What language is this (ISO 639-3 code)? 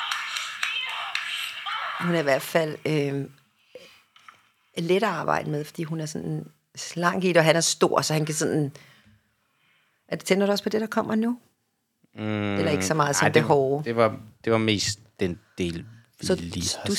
dan